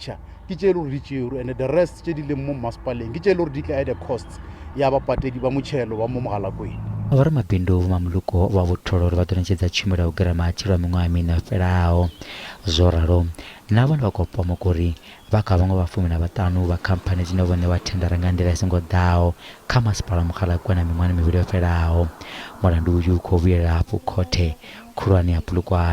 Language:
Venda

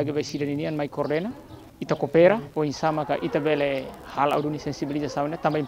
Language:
Tetum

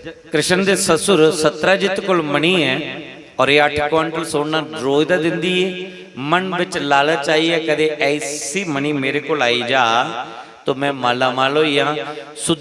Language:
Dogri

